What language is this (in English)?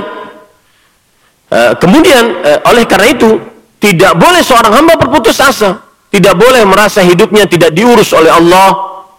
Indonesian